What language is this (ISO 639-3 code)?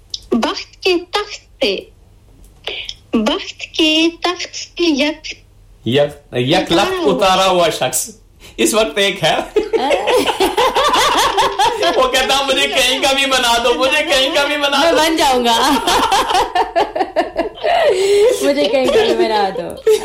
urd